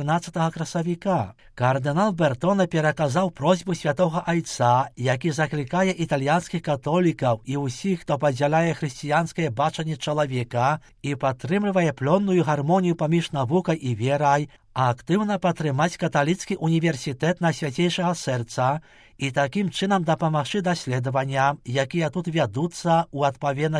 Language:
Belarusian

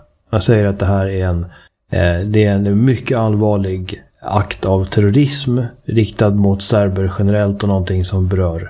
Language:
Swedish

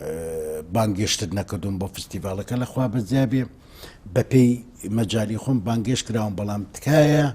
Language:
Central Kurdish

